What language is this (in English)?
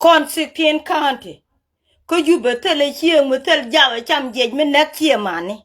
Nuer